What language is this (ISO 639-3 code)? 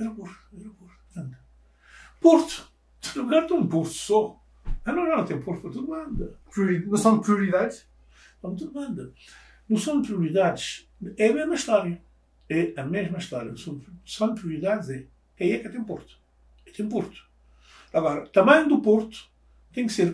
kea